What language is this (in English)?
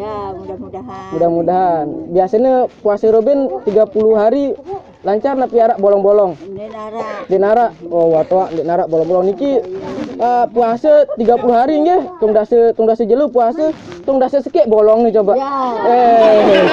Sasak